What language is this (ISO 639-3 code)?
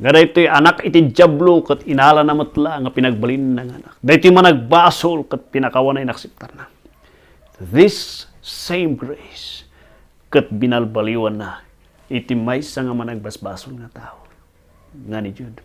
ilo